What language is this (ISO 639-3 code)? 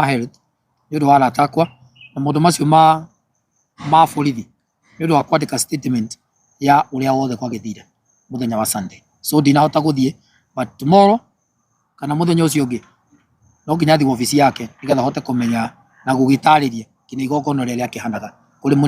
kik